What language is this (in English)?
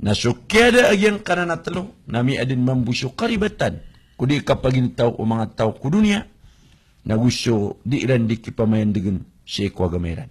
Maranao